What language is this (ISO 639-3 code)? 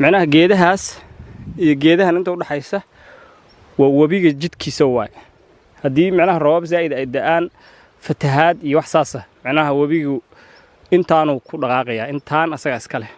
som